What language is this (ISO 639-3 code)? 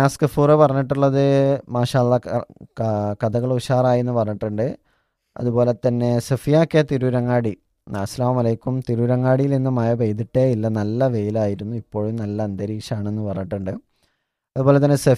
mal